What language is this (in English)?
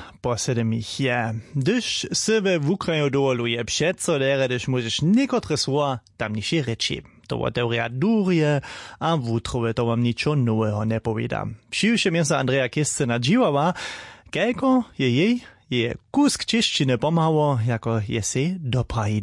Upper Sorbian